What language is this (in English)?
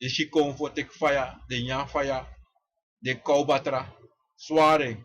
Sranan Tongo